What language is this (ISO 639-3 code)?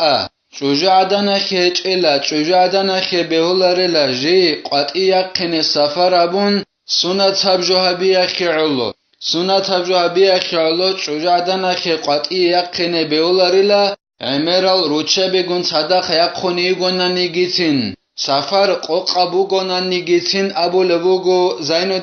ava